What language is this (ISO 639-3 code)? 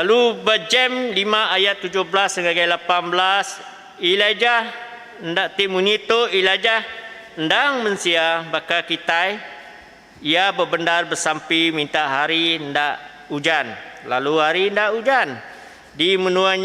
iba